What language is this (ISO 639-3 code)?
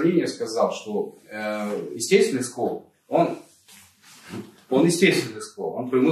rus